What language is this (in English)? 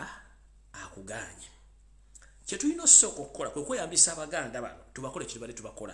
Ganda